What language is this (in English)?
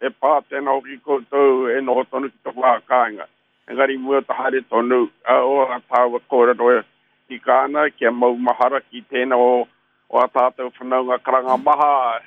Māori